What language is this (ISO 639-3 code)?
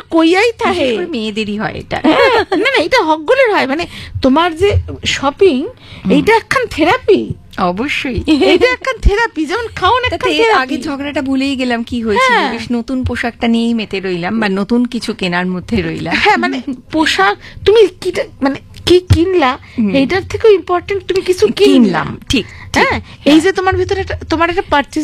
ben